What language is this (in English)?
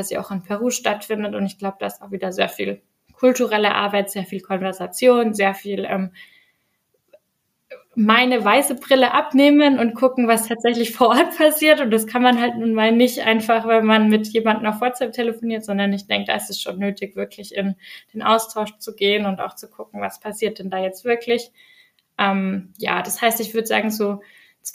German